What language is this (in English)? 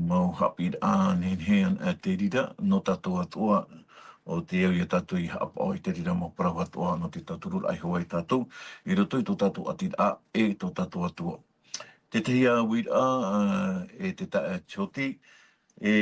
Tahitian